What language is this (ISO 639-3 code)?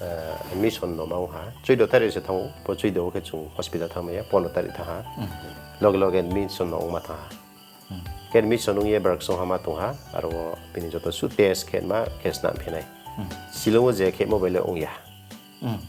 ria